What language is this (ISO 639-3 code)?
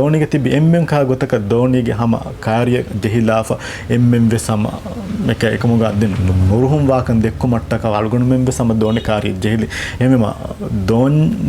div